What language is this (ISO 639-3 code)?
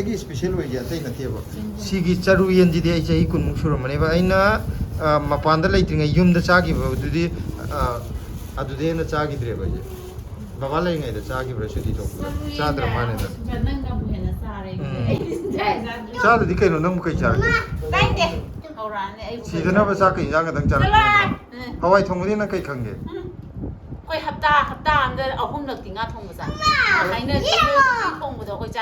mni